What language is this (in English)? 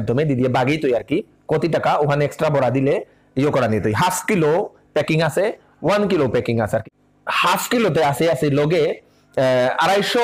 Bishnupriya